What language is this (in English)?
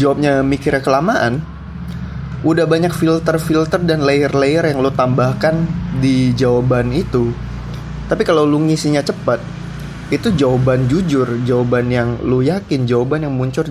Indonesian